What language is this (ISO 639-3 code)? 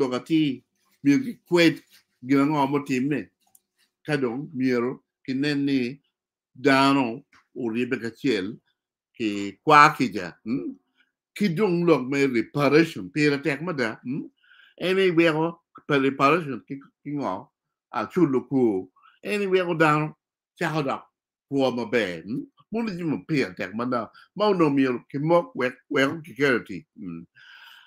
ach